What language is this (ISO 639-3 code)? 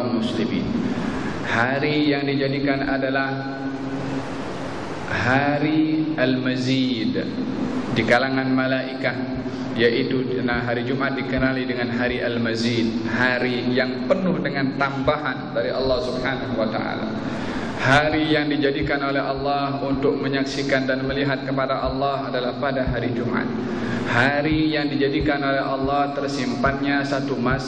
msa